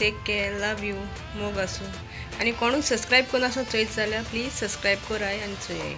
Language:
Konkani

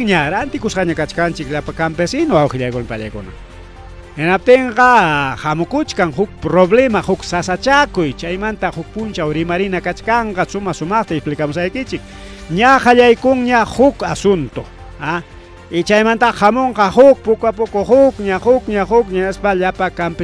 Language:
Ayacucho Quechua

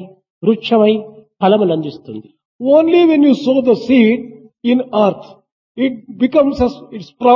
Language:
Telugu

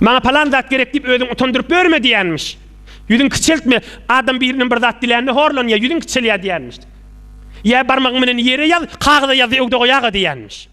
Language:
Turkmen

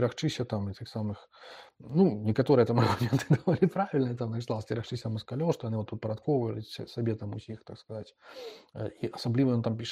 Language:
Belarusian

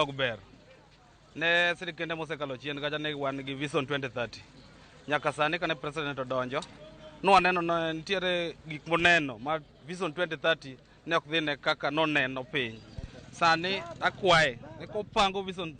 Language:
Luo (Kenya and Tanzania)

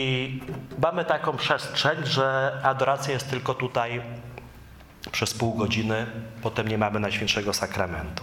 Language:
Polish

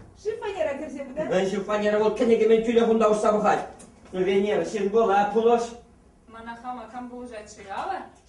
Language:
Chuvash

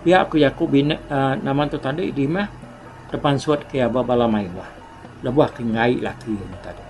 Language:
Iban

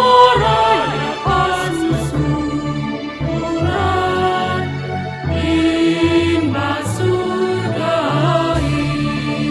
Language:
Batak Simalungun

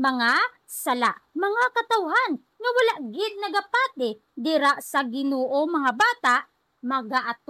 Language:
Hiligaynon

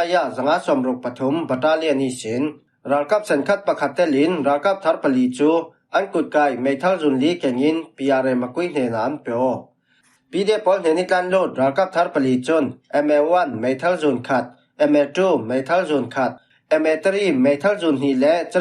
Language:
Falam Chin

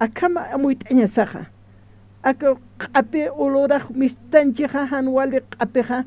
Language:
Aymara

